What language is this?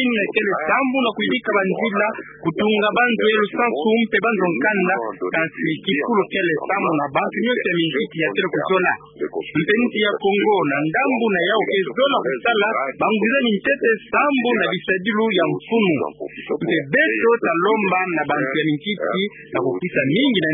Kituba (Democratic Republic of Congo)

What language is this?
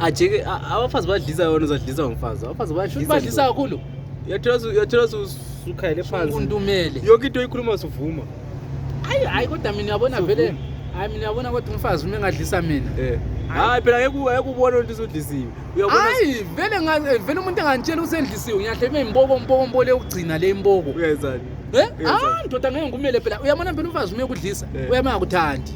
Zulu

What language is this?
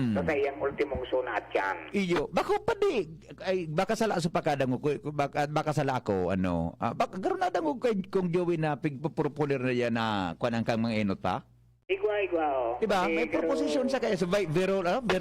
Bikol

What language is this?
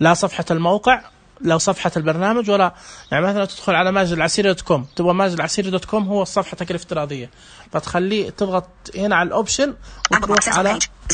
Najdi Arabic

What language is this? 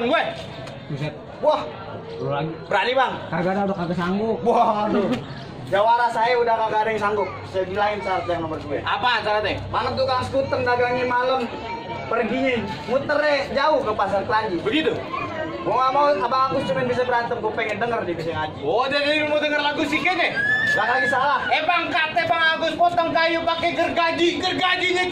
Betawi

